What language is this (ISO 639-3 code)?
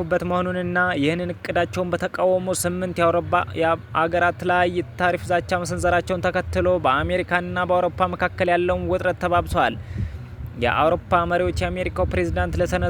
amh